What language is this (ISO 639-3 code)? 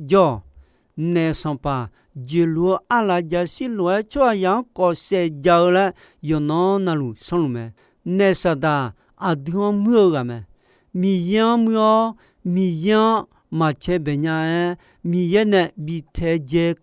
ahk